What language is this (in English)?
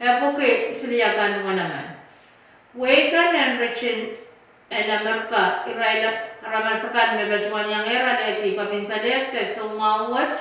Pohnpeian